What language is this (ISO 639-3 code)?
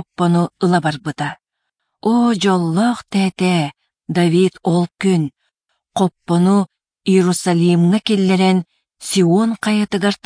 sah